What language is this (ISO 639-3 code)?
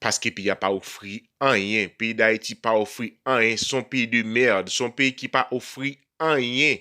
hat